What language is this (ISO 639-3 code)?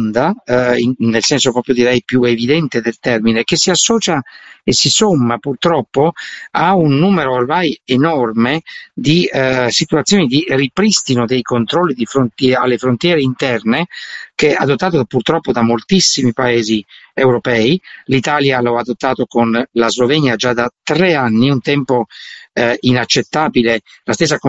ita